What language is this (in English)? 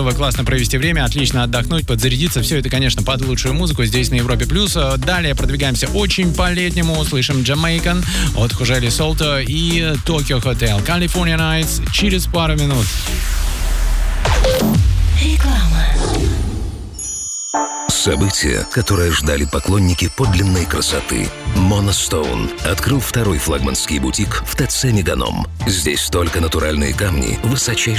Russian